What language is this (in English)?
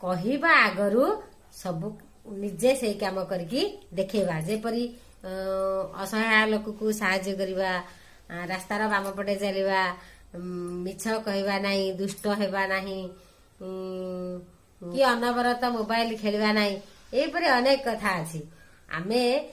Odia